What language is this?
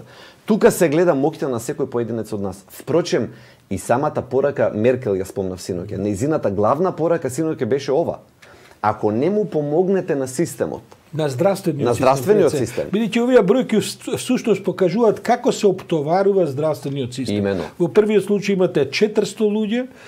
Macedonian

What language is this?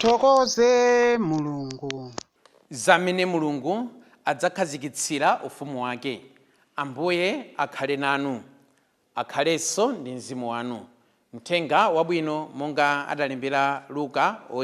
Nyanja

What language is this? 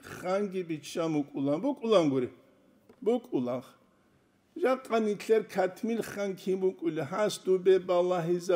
Avaric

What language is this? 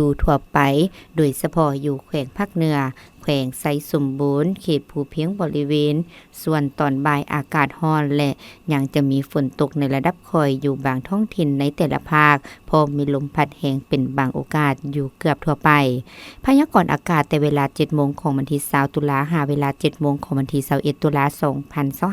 Lao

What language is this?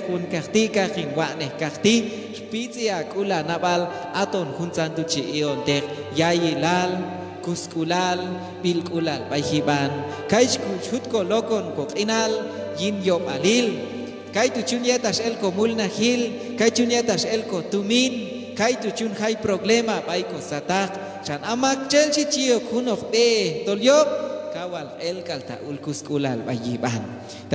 Q'anjob'al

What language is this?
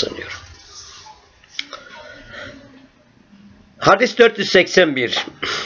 Turkish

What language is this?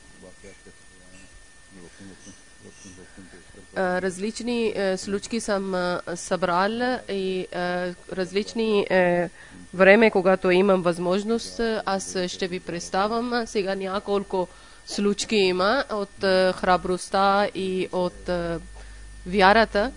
Bulgarian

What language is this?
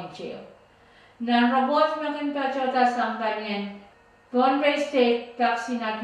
Pohnpeian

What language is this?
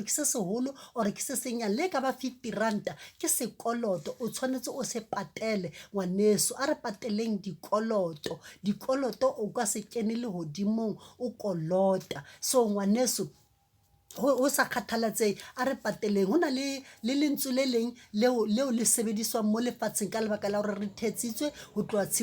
Southern Sotho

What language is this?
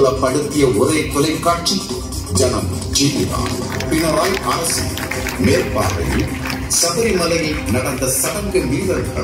Tamil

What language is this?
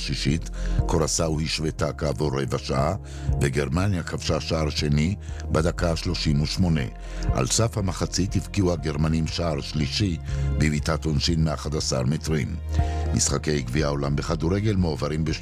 Hebrew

